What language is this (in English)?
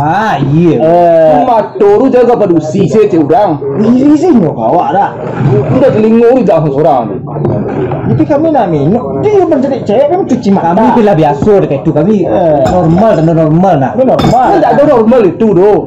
Minangkabau